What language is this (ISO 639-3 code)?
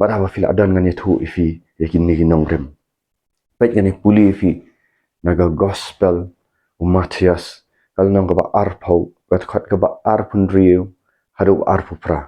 kha